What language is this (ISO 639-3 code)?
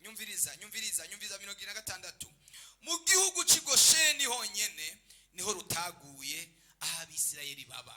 run